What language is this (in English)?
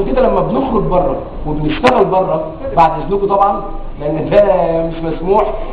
Egyptian Arabic